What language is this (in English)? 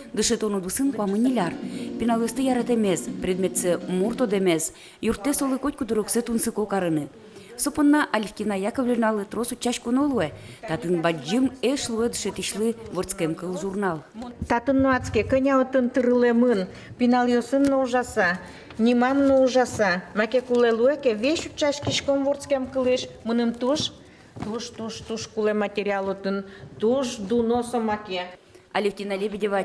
Udmurt